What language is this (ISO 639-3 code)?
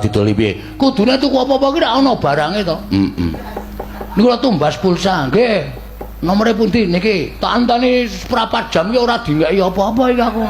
jav